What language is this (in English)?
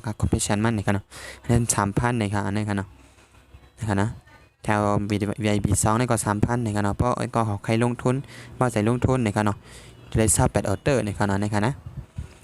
Shan